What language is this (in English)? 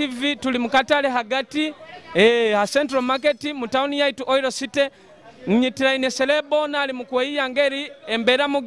Nyoro